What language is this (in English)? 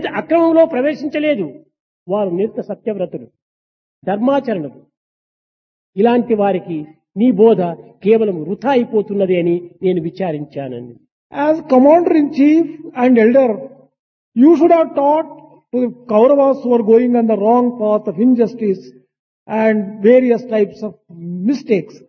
Telugu